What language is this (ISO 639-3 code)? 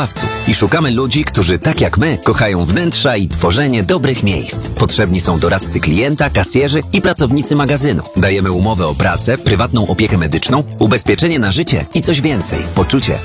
pol